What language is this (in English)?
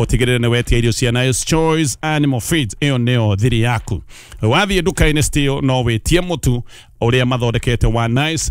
Kikuyu